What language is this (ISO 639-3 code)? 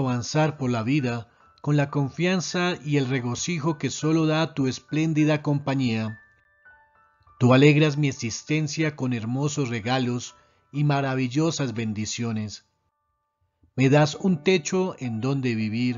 spa